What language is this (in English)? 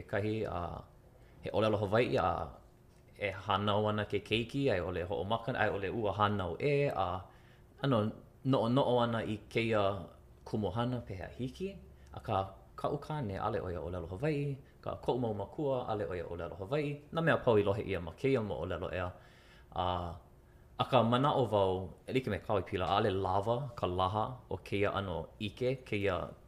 Hawaiian